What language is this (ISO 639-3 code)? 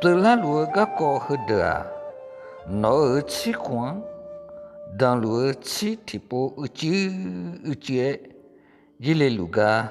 ahk